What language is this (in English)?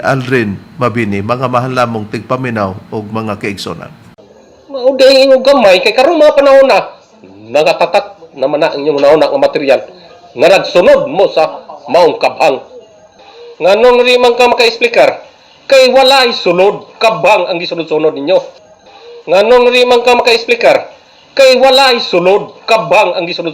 Cebuano